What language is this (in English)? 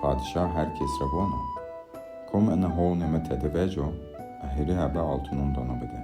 Zaza